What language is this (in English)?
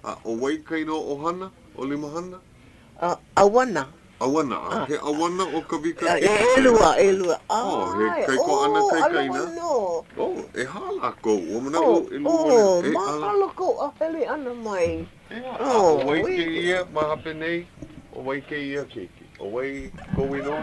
Hawaiian